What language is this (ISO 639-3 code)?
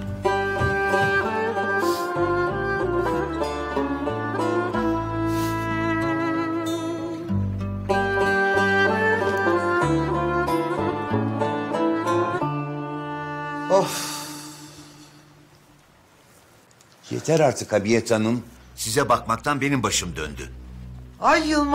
tur